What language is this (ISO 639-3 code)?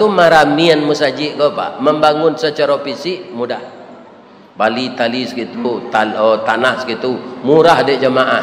min